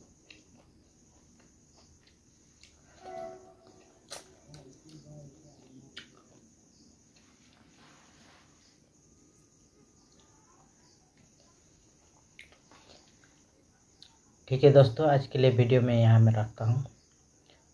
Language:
Hindi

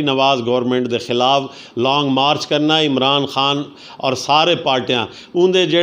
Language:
Saraiki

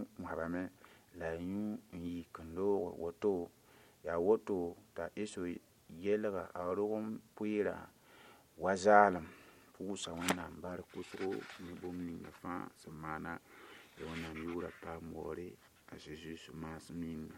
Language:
Mossi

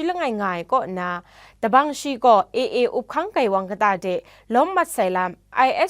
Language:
Kachin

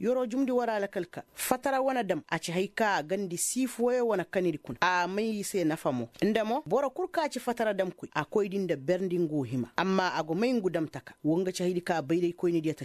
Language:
Koyraboro Senni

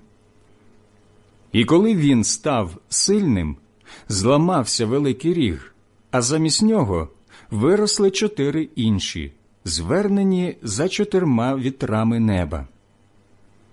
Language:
Ukrainian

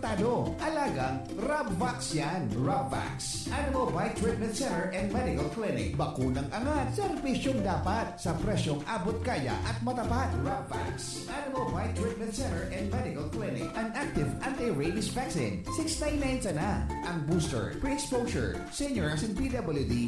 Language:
Bikol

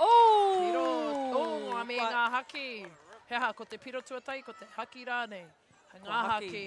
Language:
Māori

